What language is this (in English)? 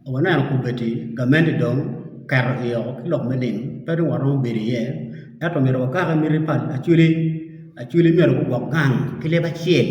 Acoli